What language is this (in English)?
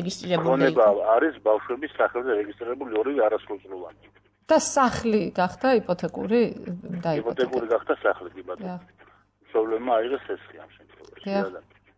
Georgian